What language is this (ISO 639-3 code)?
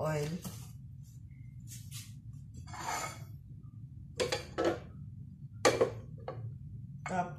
fil